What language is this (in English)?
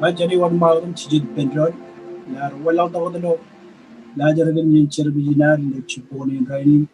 Marshallese